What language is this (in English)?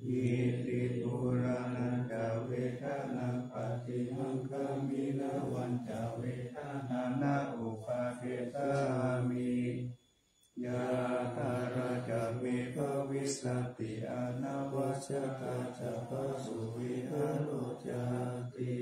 Pali